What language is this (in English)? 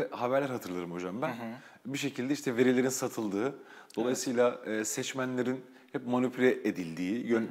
Turkish